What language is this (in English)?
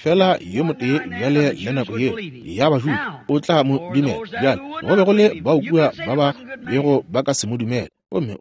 Northern Sotho